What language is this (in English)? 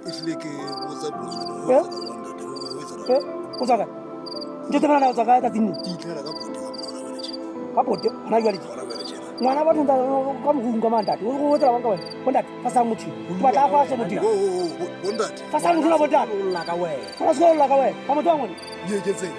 Southern Sotho